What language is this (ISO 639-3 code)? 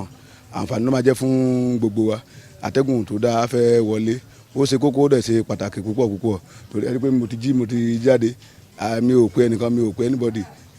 yor